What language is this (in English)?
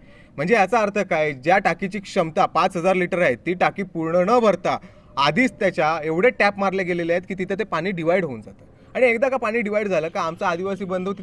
Marathi